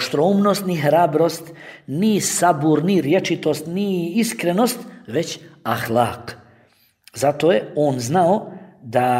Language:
Bosnian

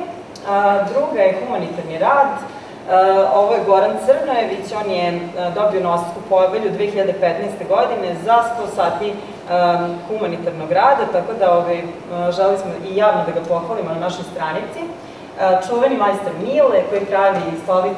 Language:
Serbian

